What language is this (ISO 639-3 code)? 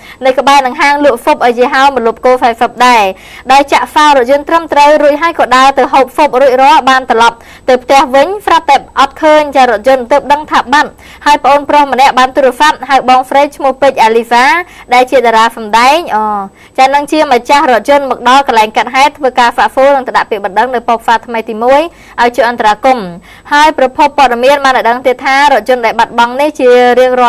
khm